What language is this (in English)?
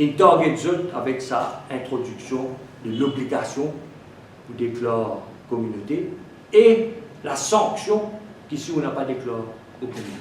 Morisyen